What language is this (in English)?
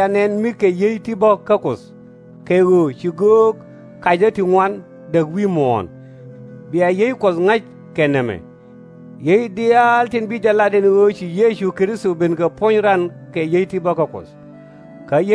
Nuer